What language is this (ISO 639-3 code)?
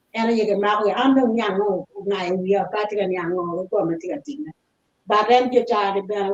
ach